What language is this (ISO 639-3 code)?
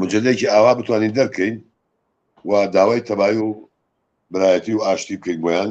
ckb